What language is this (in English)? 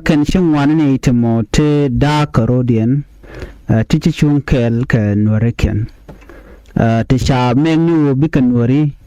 Nuer